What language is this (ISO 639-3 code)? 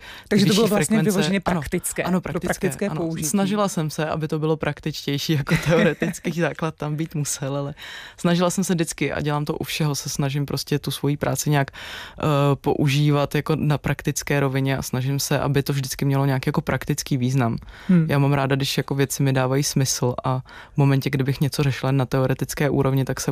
ces